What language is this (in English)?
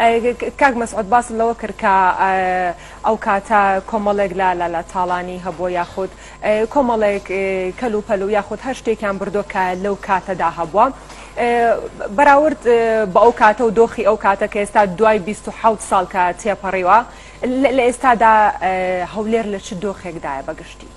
Central Kurdish